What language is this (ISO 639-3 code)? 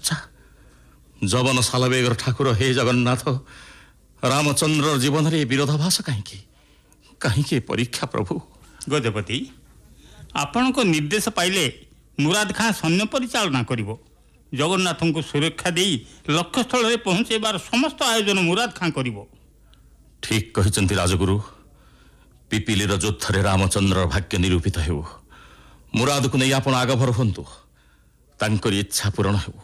ori